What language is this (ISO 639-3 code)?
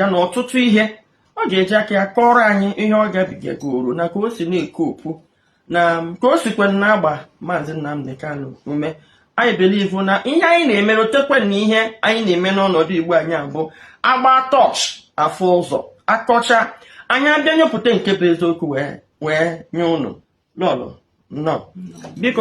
ibo